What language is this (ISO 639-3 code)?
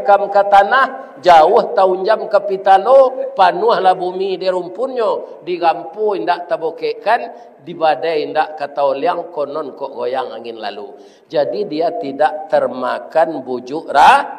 min